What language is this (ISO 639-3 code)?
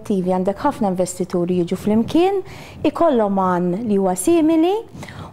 mlt